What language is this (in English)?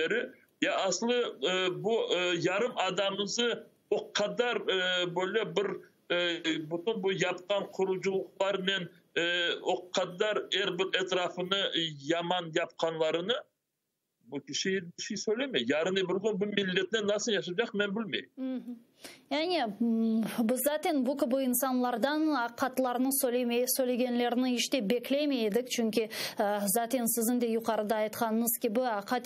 Crimean Tatar